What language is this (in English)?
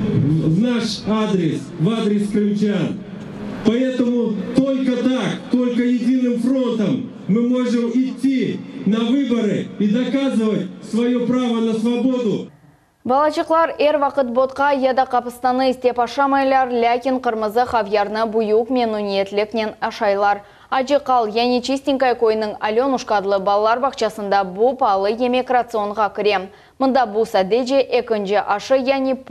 Crimean Tatar